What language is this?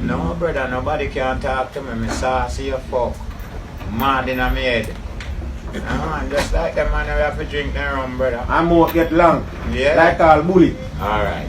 Jamaican Creole English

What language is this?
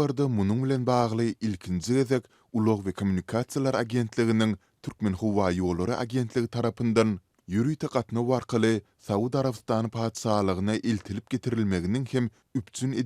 Turkmen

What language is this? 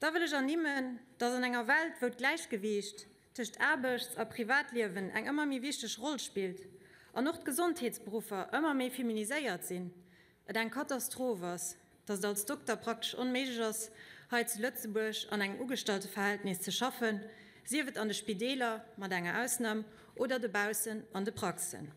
Luxembourgish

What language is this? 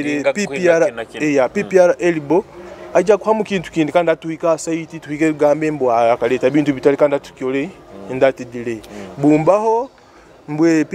Nyoro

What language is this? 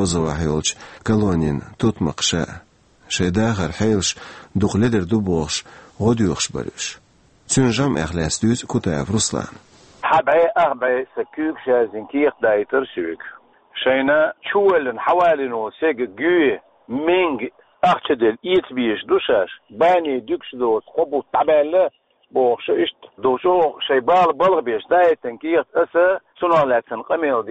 Chechen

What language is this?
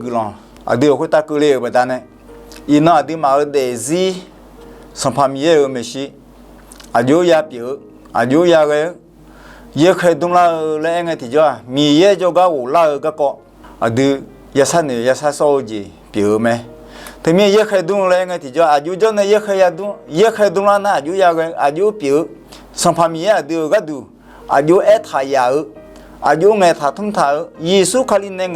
Akha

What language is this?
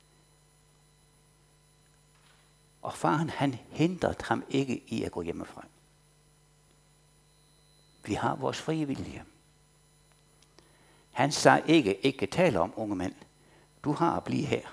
Danish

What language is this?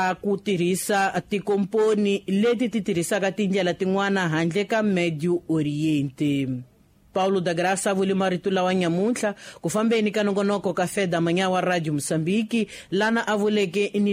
Tsonga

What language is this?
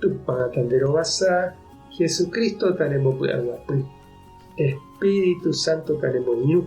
Guarani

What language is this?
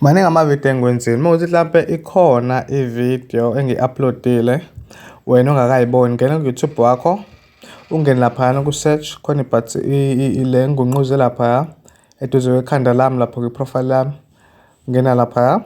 Zulu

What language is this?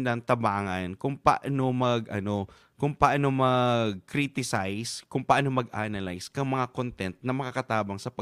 Bikol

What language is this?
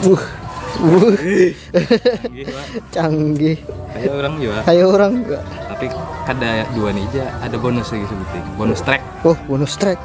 Banjar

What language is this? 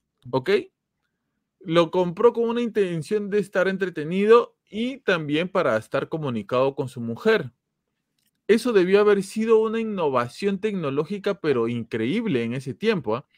Spanish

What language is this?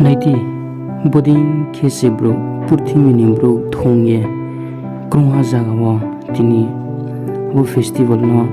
Riang (India)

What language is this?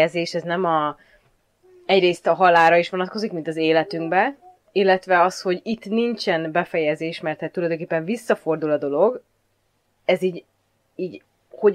Hungarian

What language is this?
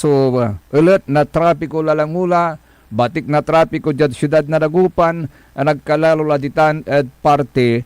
Pangasinan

